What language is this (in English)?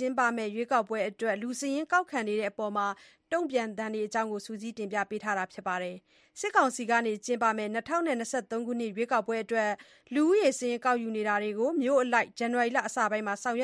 Burmese